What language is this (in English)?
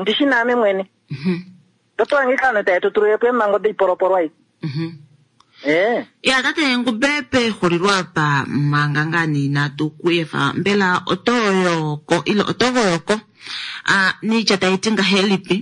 Kuanyama